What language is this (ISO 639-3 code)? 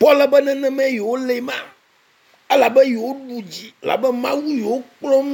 ewe